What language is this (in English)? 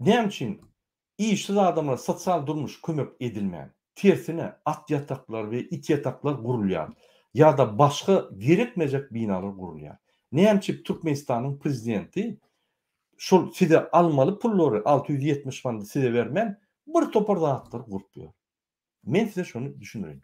Turkmen